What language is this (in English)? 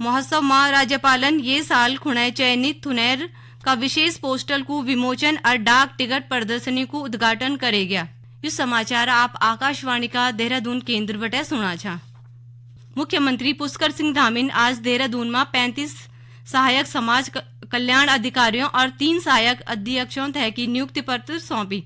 Garhwali